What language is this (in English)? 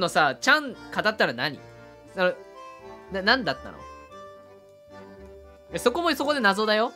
Japanese